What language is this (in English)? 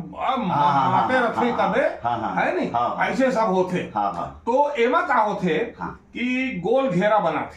Chhattisgarhi